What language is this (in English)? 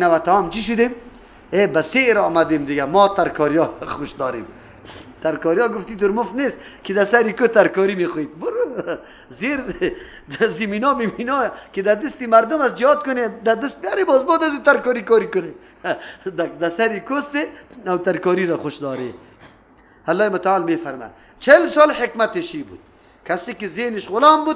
Persian